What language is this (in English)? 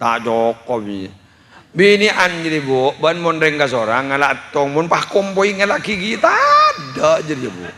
Madurese